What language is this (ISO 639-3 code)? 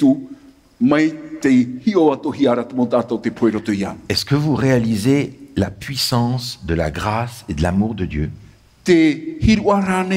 tah